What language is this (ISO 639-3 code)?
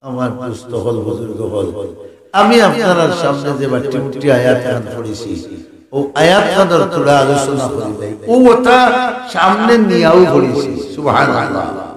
syl